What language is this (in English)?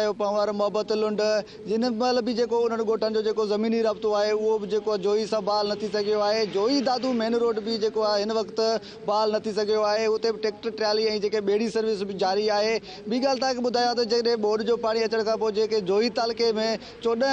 Sindhi